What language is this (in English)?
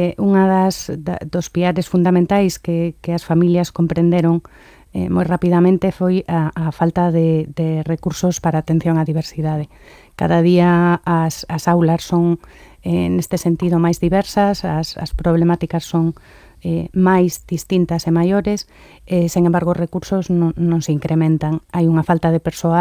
Galician